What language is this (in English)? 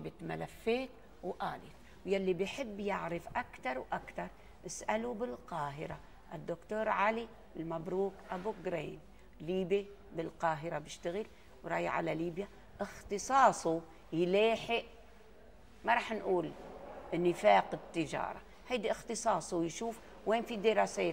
North Levantine Arabic